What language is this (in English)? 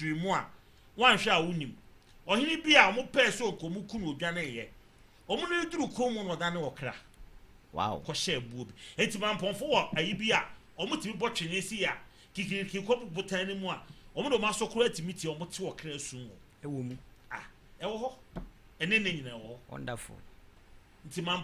Akan